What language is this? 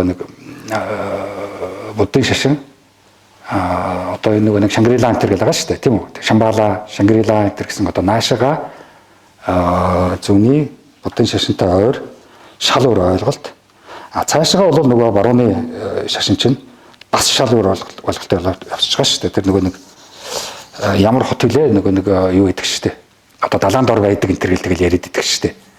Mongolian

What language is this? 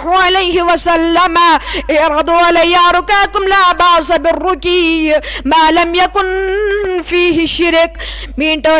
Kashmiri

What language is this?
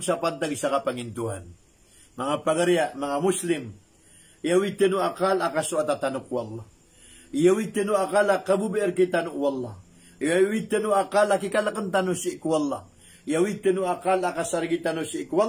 Maranao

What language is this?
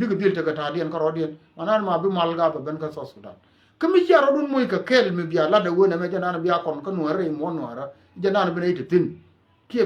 Nuer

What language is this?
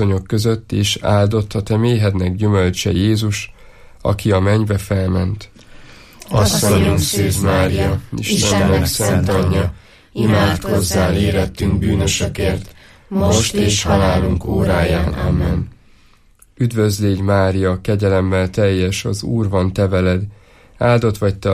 Hungarian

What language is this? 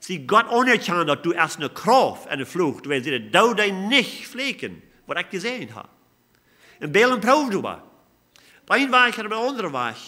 Plautdietsch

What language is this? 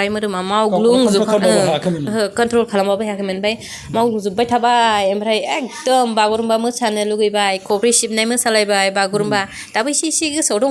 Bodo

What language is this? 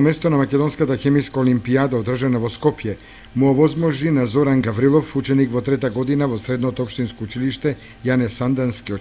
Macedonian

